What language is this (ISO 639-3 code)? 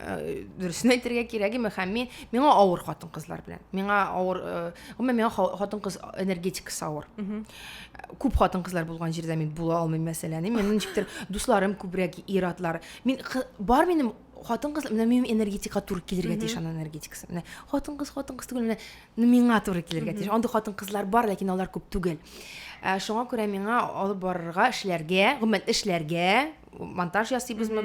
tat